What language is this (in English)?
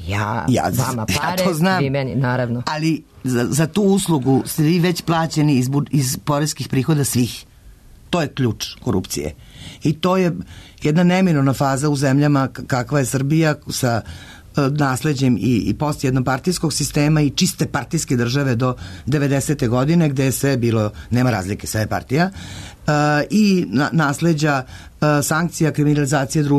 Serbian